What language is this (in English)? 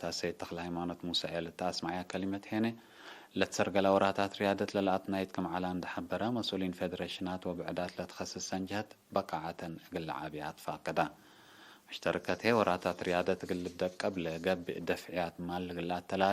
Tigre